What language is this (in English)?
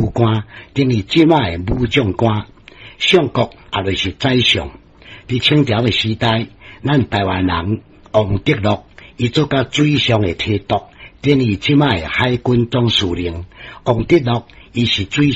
Min Nan Chinese